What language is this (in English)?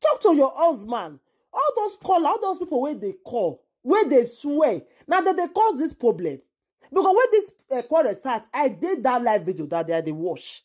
Nigerian Pidgin